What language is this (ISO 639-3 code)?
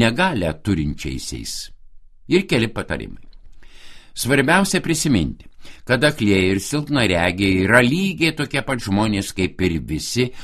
lit